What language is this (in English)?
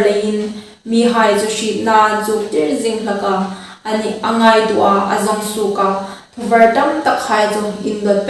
Hmar